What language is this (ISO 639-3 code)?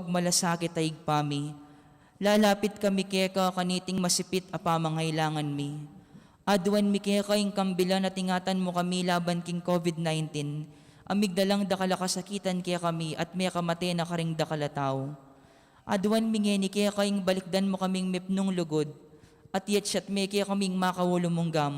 pam